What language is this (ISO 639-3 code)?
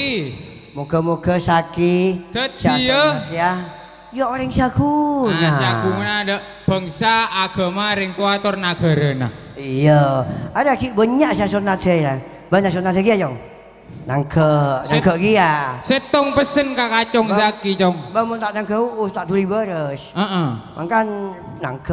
mad